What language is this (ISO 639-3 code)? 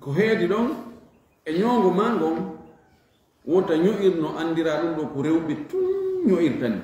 ful